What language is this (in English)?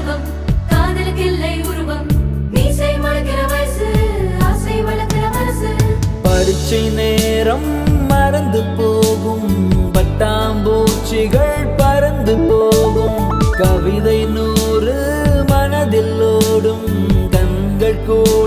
Tamil